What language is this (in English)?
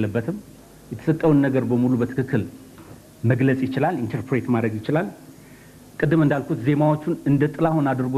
Amharic